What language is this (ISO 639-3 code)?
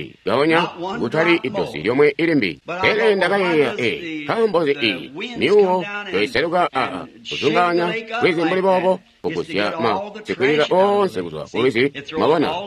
toi